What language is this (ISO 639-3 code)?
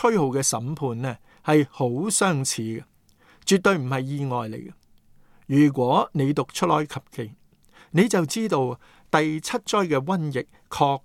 yue